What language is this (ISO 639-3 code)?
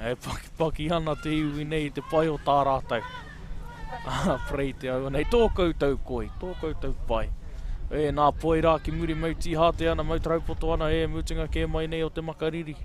mri